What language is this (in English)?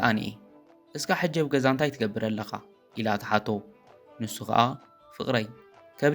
Tigrinya